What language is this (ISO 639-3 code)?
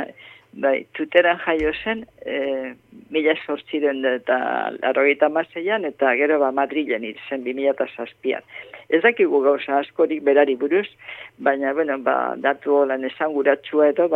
eus